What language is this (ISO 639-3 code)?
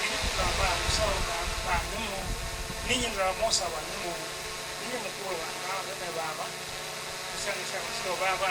kam